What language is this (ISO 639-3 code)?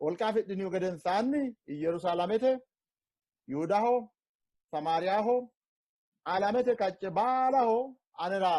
sid